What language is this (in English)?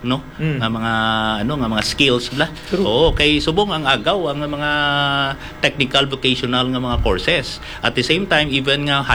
Hiligaynon